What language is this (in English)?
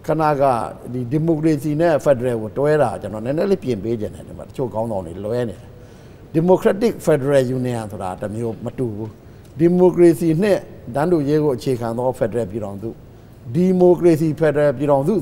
Burmese